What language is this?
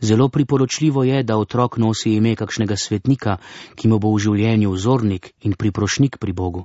Slovenian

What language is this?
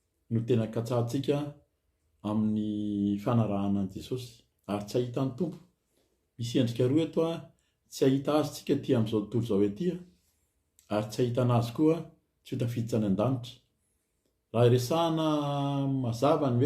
Malagasy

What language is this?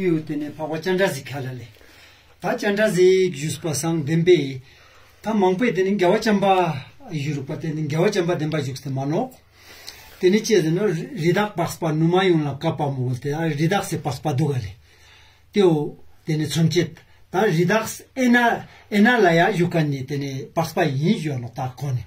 Ladakhi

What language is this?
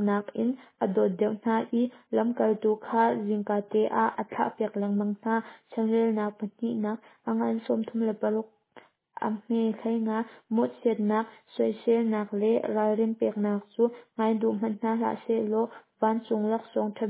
Hakha Chin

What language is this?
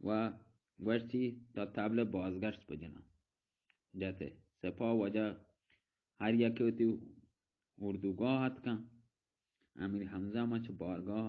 Baluchi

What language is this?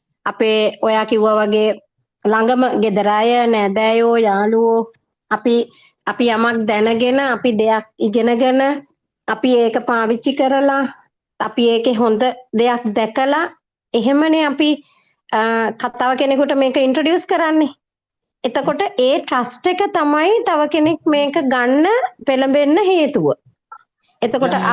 Sinhala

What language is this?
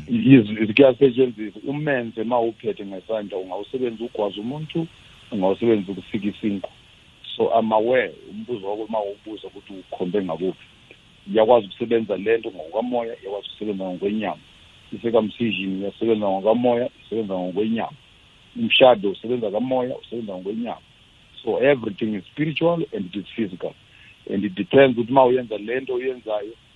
South Ndebele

